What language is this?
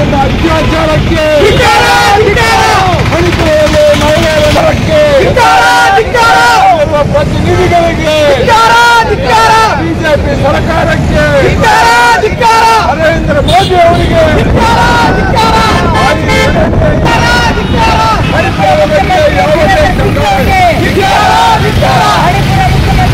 Kannada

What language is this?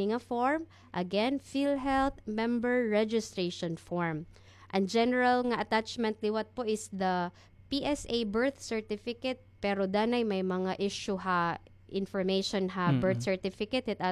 Waray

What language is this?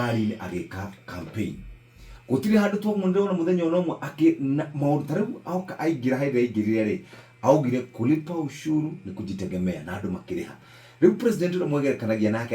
Kikuyu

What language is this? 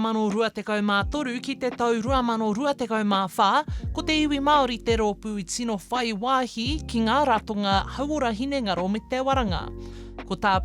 Māori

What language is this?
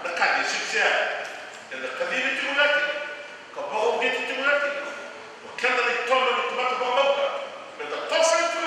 Fijian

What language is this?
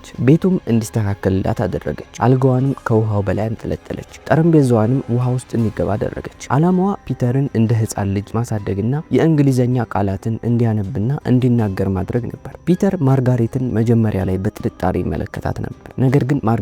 Amharic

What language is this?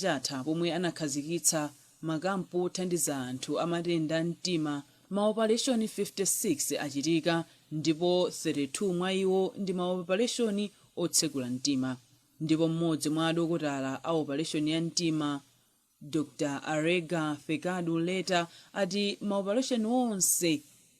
Nyanja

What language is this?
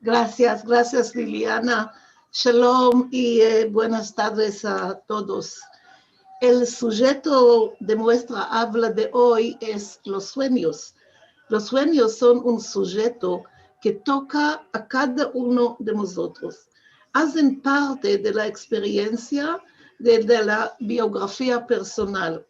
Ladino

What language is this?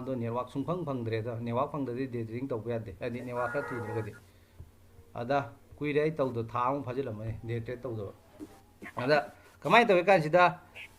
Manipuri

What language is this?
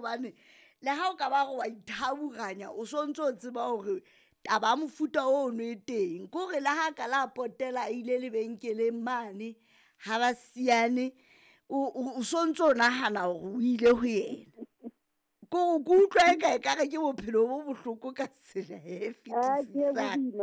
Southern Sotho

